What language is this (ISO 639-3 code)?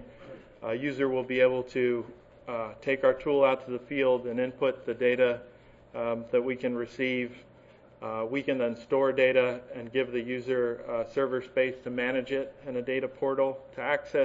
eng